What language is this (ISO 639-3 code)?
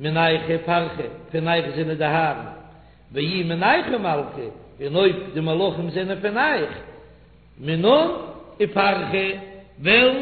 yid